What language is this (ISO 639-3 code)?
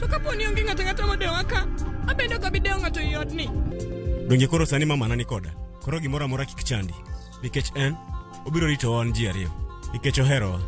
luo